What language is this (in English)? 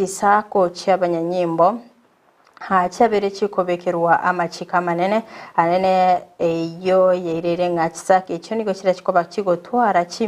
Gusii